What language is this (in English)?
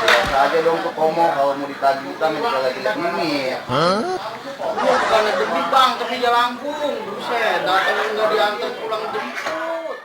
Betawi